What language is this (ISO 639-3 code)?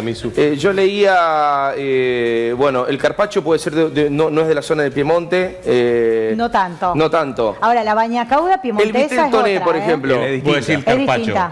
spa